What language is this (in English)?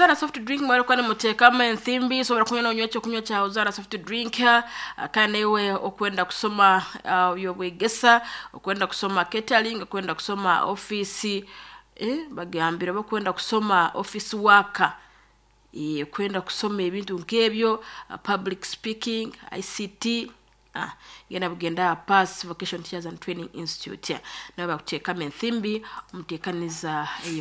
Nyoro